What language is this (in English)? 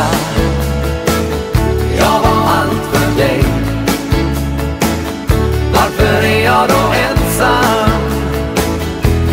Swedish